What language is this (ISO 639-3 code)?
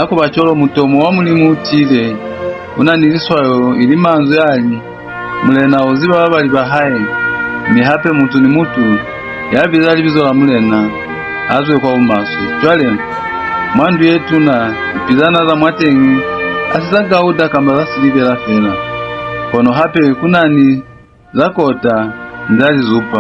loz